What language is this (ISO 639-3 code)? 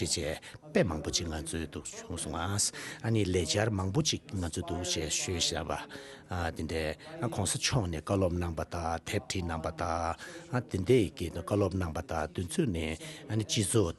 bod